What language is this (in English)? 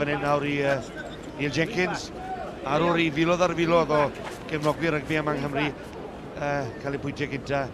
Welsh